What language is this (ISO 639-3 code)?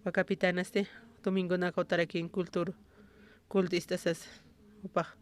aym